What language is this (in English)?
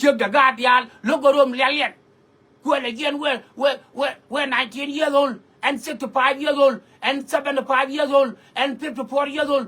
Nuer